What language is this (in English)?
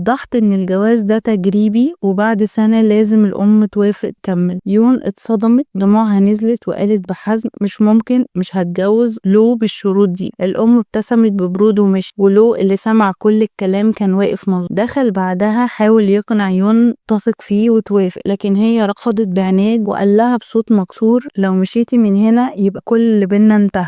Egyptian Arabic